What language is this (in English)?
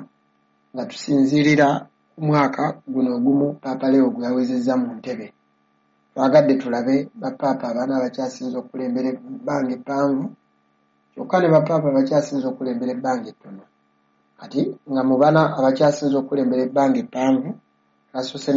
Ganda